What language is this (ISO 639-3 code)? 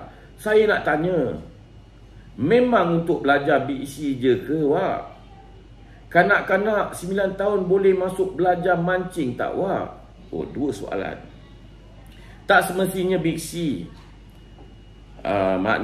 msa